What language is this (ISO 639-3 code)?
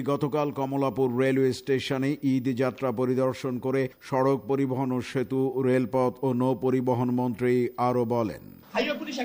ben